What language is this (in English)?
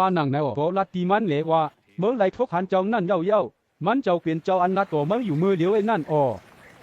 Shan